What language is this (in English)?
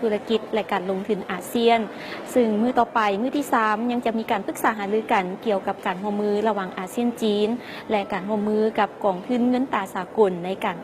Lao